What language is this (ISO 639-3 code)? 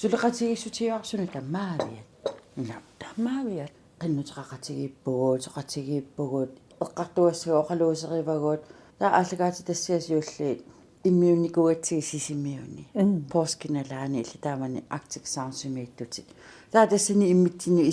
kal